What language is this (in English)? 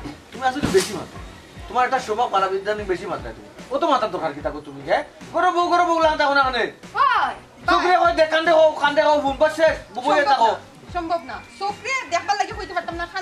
Sylheti